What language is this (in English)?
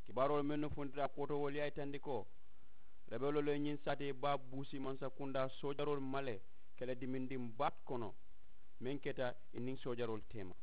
Mandingo